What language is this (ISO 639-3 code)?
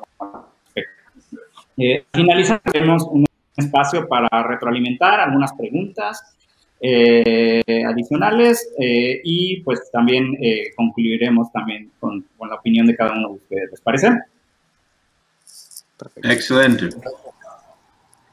spa